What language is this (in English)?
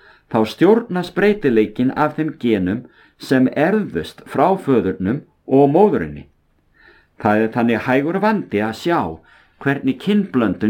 Icelandic